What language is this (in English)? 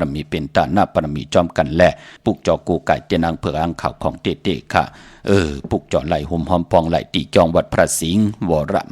Shan